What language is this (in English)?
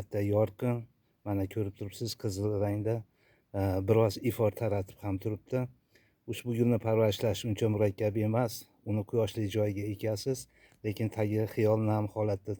Uzbek